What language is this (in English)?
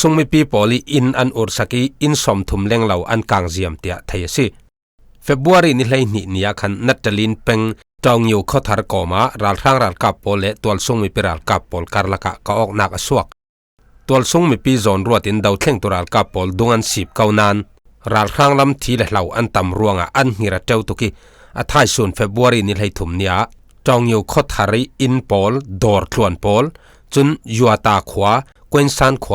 Falam Chin